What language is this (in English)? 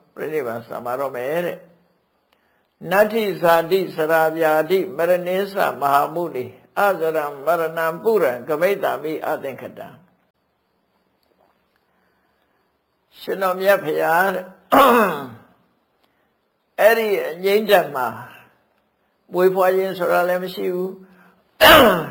Burmese